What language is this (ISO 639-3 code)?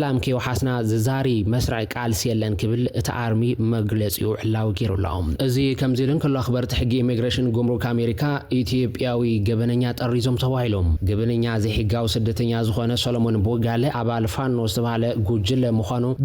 tir